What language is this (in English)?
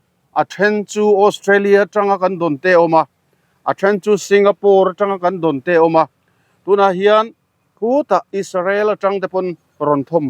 Mizo